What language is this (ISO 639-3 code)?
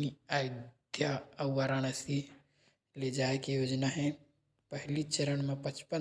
hne